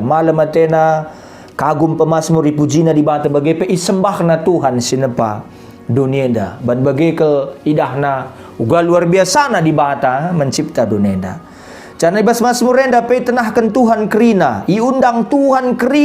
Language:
Batak Karo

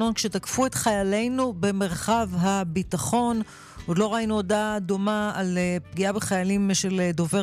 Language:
Hebrew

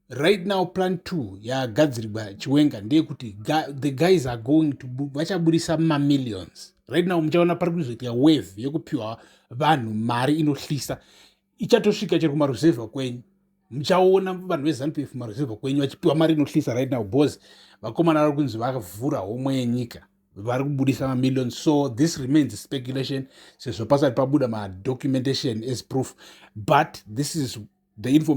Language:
Shona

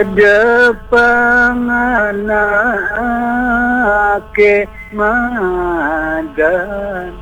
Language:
Balinese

